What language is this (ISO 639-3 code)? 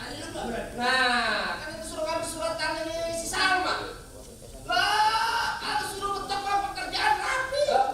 bew